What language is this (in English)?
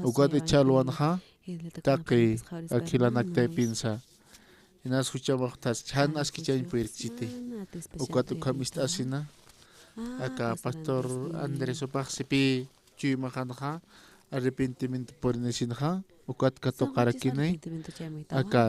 Aymara